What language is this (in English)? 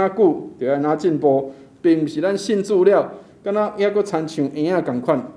Min Nan Chinese